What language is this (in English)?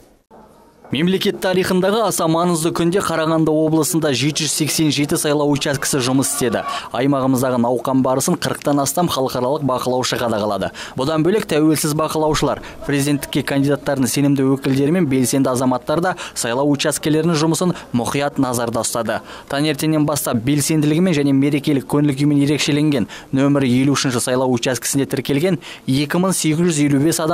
Kazakh